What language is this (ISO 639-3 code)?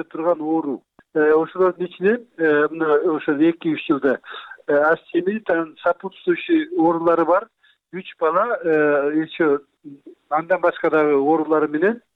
kir